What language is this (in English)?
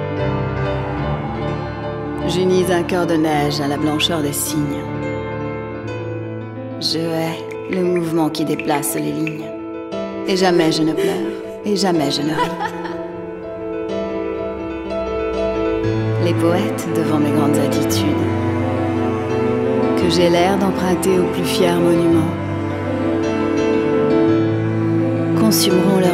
French